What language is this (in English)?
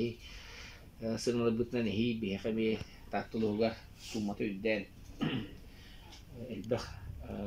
Yakut